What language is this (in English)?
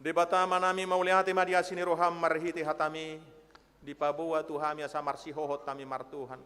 Batak Toba